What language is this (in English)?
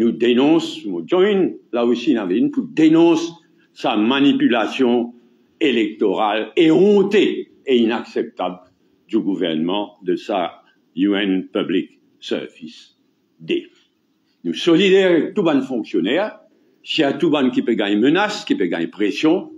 Morisyen